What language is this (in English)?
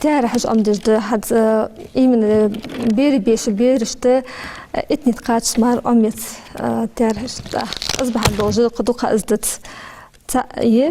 Ingush